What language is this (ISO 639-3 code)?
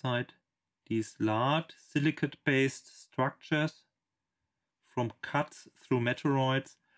eng